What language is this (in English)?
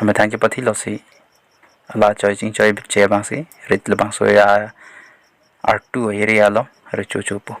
Karbi